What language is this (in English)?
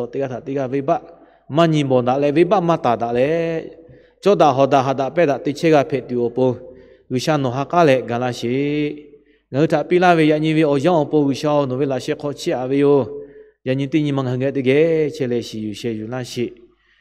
Lahu